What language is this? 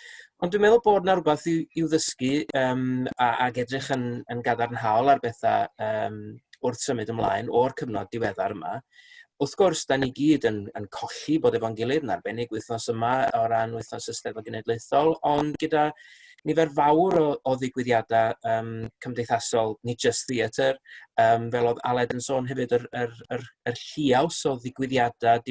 Welsh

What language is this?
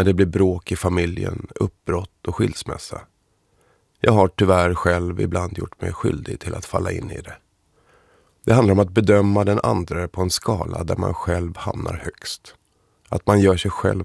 Swedish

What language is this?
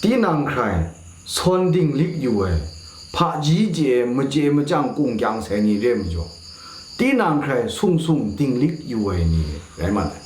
Kachin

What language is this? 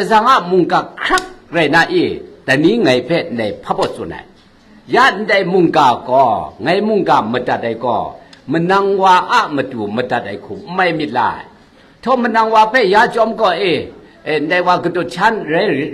Kachin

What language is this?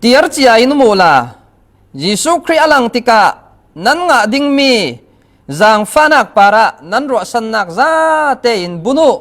Falam Chin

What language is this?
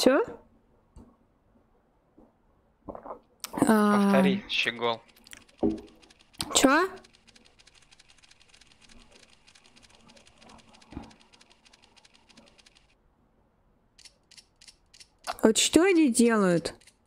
Russian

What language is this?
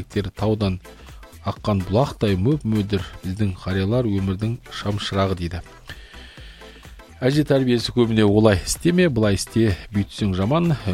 Kazakh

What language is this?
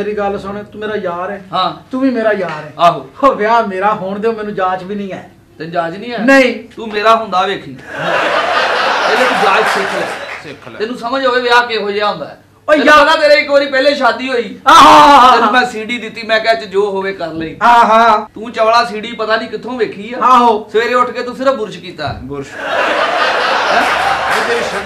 Punjabi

